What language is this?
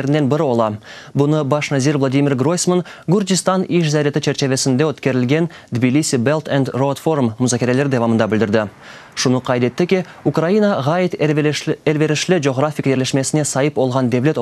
Crimean Tatar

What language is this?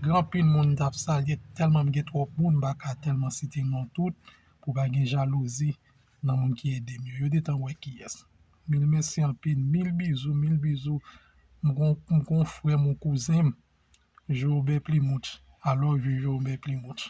Haitian Creole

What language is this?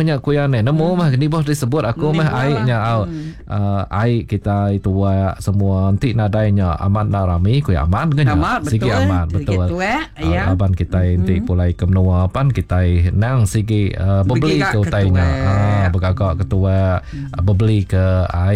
Iban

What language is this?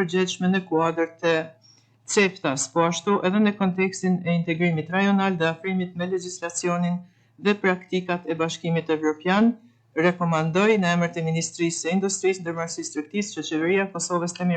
Albanian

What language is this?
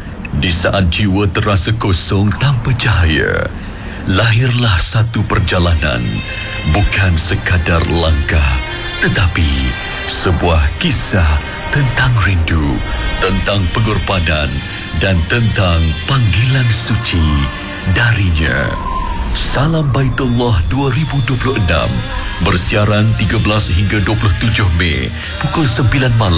Malay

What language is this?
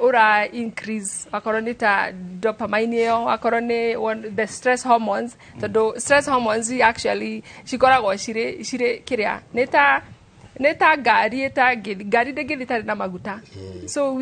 Kikuyu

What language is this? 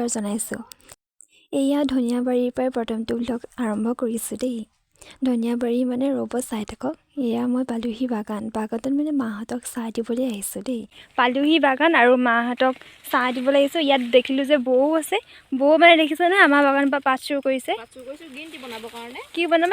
Assamese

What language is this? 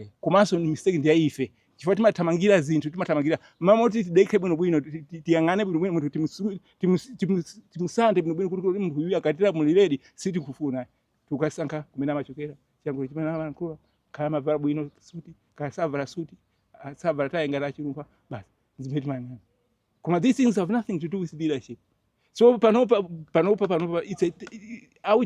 Nyanja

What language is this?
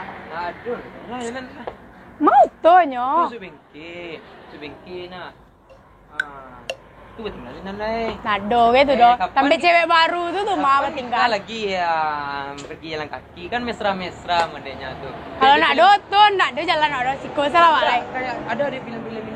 Minangkabau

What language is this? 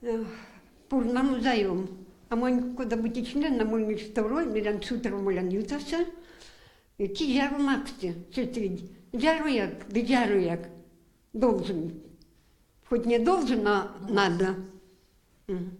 Erzya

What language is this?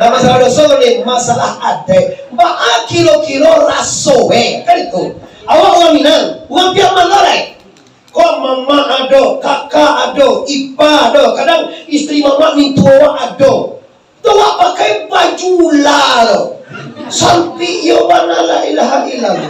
Minangkabau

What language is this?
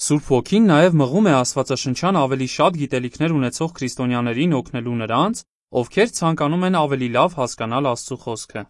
Armenian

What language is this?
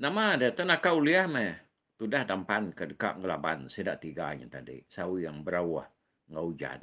Iban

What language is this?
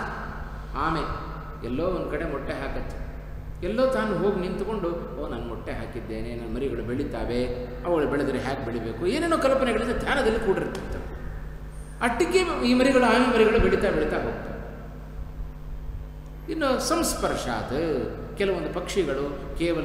Kannada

